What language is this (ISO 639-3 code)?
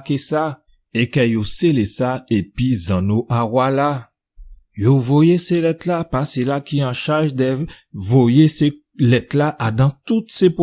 gcf